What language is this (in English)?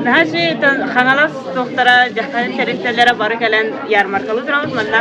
Yakut